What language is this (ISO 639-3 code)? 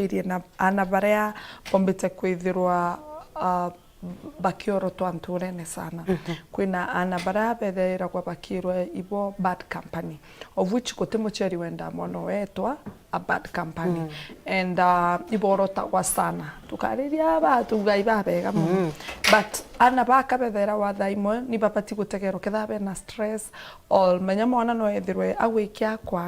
mer